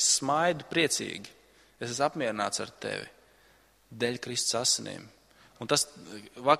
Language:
Latvian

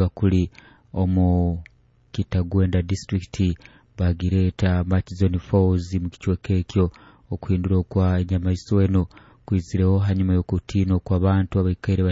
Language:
Nyoro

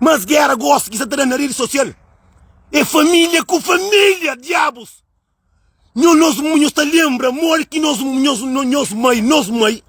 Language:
Kabuverdianu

